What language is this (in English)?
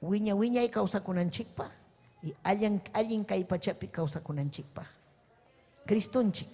Ayacucho Quechua